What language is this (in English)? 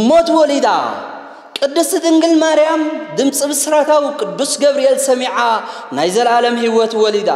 Tigrinya